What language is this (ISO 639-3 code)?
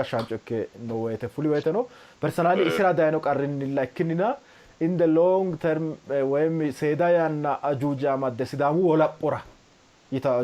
sid